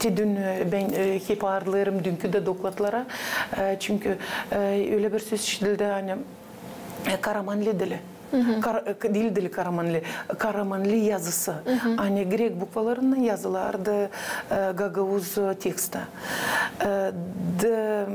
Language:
Gagauz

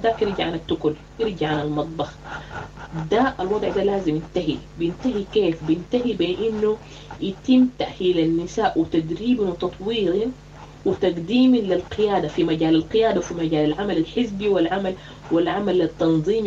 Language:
Sudanese Arabic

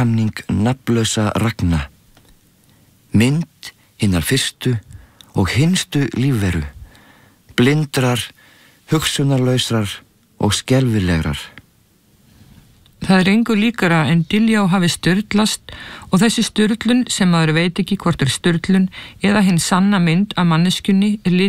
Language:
Icelandic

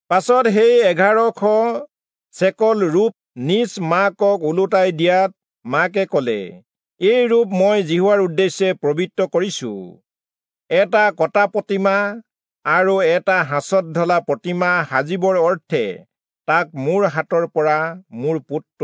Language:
Assamese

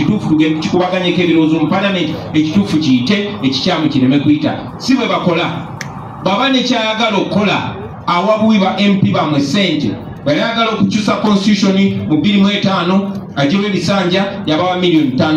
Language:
Ganda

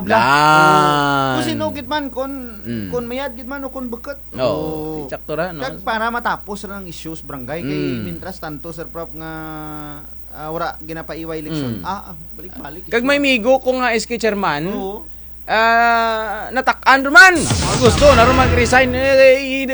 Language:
Kinaray-a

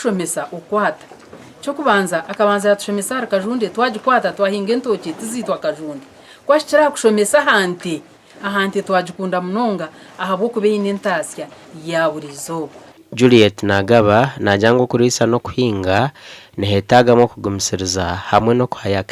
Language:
Nyankole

